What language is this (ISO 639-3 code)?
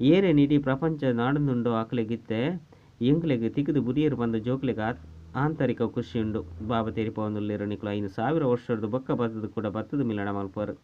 tcy